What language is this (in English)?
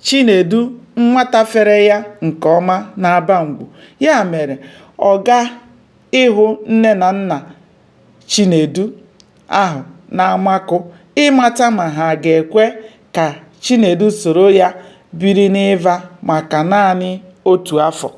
Igbo